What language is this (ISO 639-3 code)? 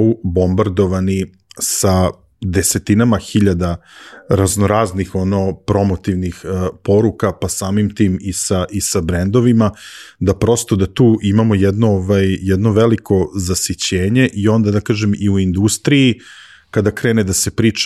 srp